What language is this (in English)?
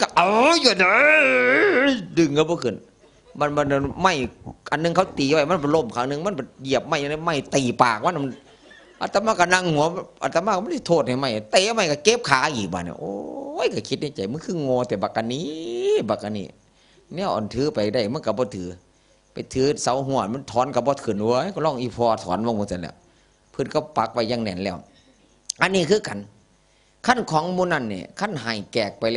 Northeastern Thai